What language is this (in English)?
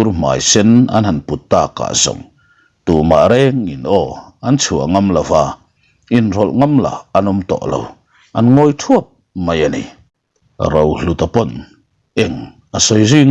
Mizo